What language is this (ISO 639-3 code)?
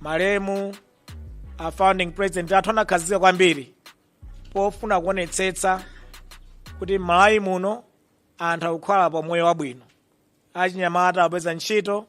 nya